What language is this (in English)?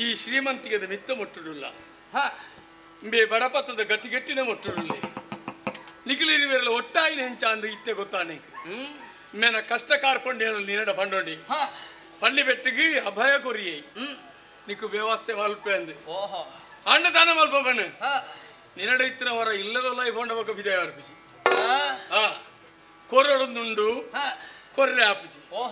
Tulu